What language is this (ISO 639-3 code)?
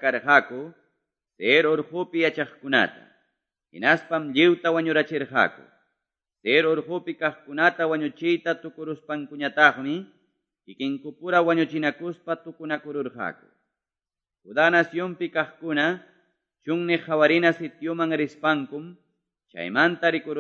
que